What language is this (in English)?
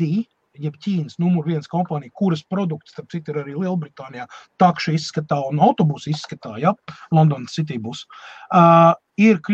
Latvian